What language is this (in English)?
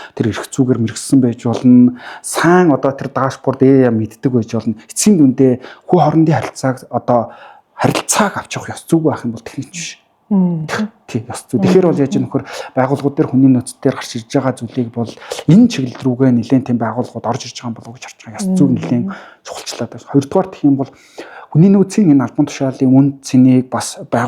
Mongolian